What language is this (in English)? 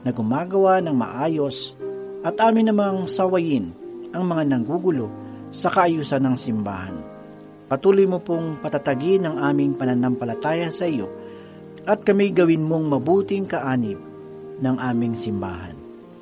Filipino